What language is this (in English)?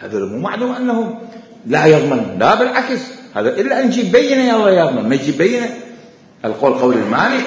Mesopotamian Arabic